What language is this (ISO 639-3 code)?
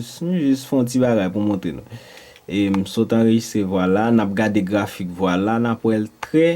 hat